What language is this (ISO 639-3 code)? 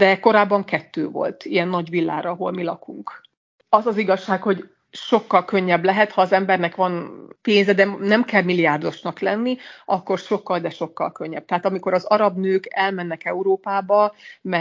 hun